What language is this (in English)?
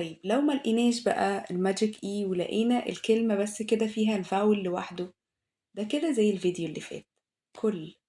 Egyptian Arabic